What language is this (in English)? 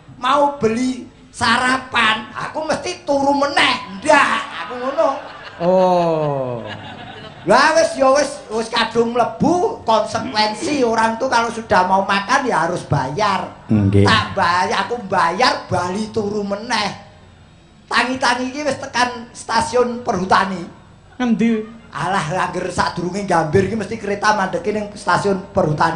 Javanese